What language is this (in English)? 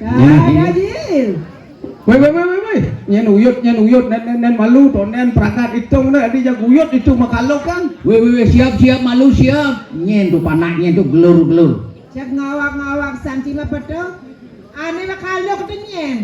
Balinese